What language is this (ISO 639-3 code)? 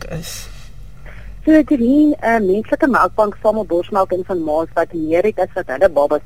afr